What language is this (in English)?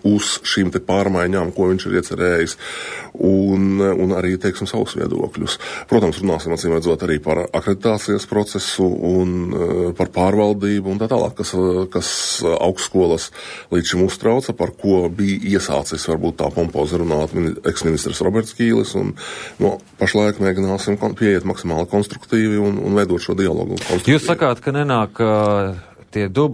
Latvian